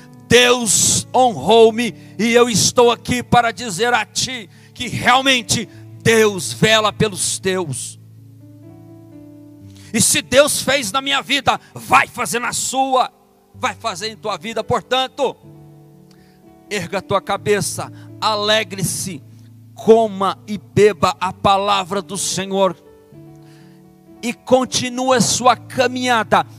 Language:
Portuguese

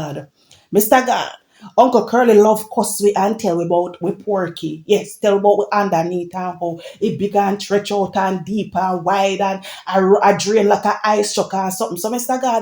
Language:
Jamaican Creole English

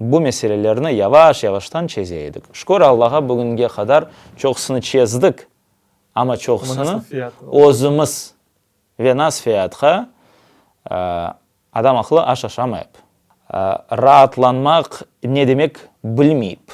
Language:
Crimean Tatar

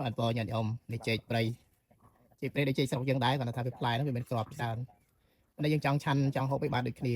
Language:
Khmer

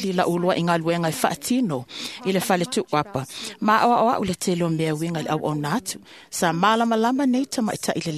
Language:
Samoan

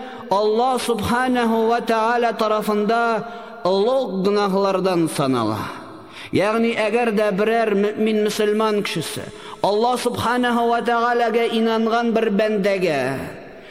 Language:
Tatar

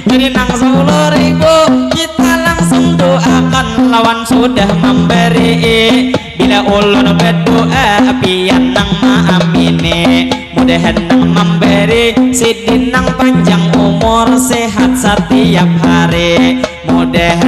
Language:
Banjar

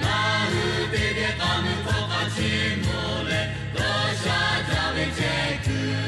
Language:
Lahu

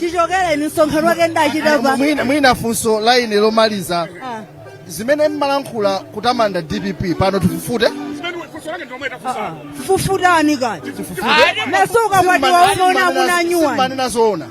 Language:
Nyanja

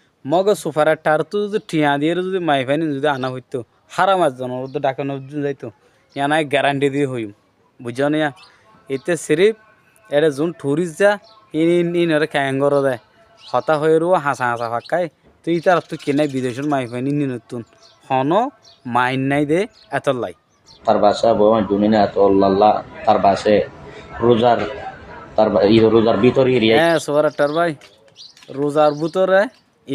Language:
Rohingya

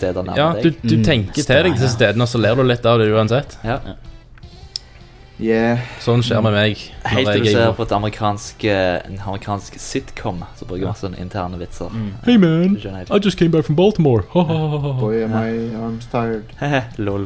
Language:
Norwegian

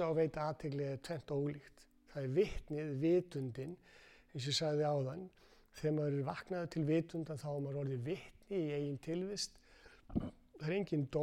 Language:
Icelandic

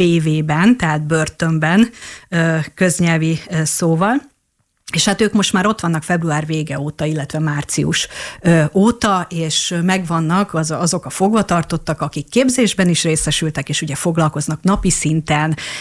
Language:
Hungarian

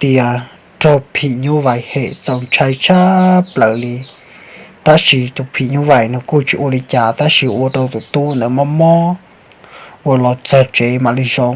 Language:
Hmong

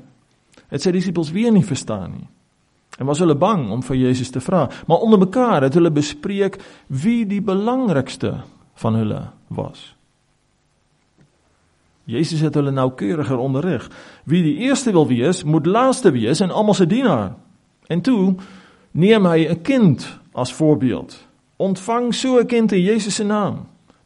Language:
Afrikaans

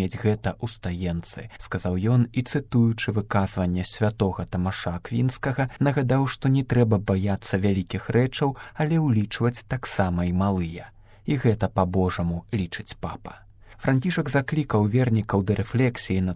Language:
Belarusian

